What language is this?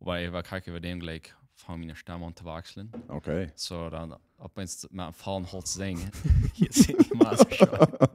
Plautdietsch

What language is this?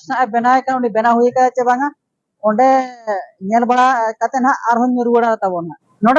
Santali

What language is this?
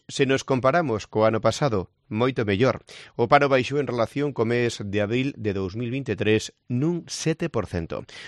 Galician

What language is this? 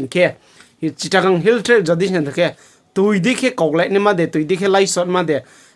Riang (India)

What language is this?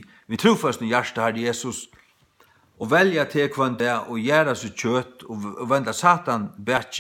Faroese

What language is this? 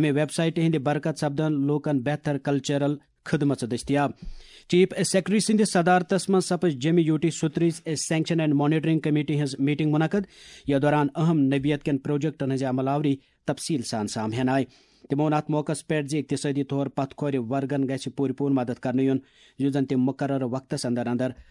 Kashmiri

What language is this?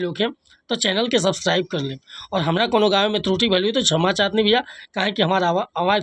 Bhojpuri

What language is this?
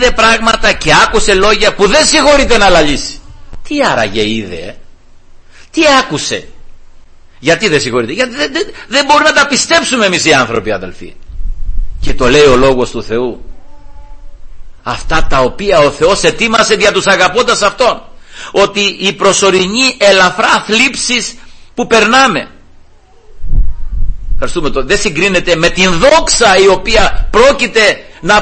Greek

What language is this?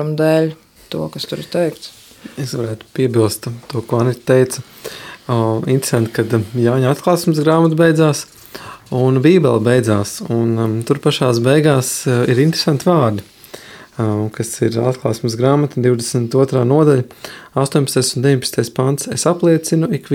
Latvian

